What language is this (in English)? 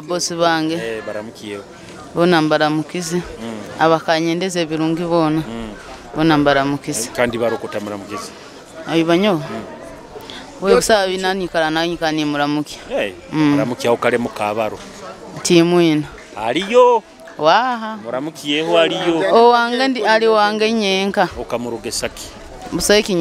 Nyoro